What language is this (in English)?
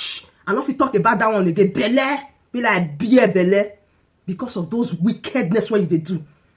Nigerian Pidgin